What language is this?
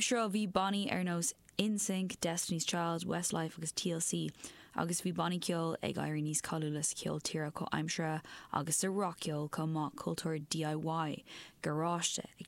Irish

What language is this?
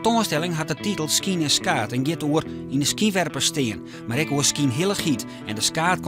Western Frisian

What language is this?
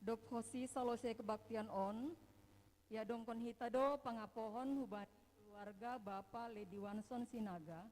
Batak Simalungun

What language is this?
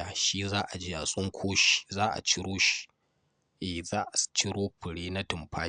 Hausa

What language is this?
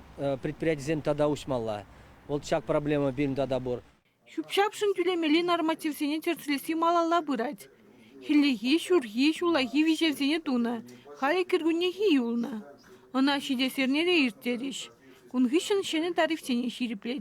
Chuvash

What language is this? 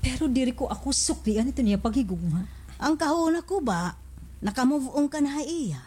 Waray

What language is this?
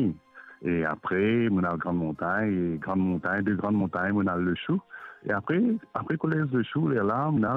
Morisyen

